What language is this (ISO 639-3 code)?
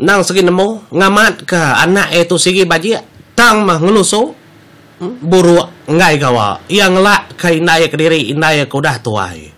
iba